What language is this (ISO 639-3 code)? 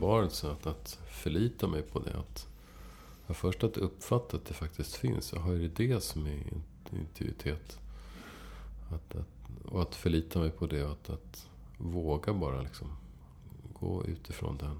swe